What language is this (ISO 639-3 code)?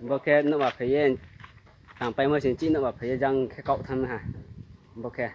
ria